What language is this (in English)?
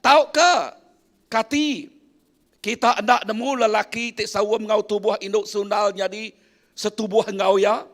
Iban